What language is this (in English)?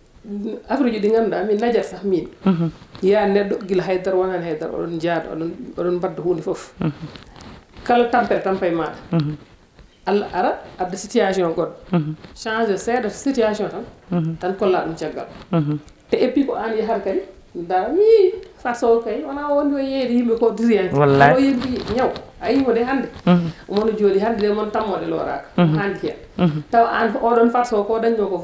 Fula